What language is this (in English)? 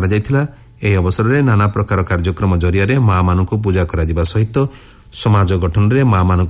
Odia